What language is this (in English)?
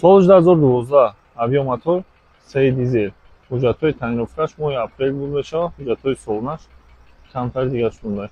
Tajik